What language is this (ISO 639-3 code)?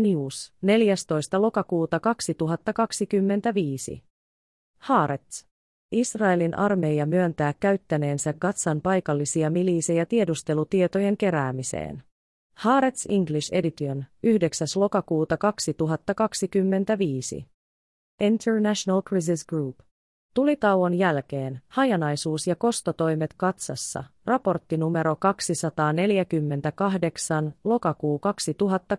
fin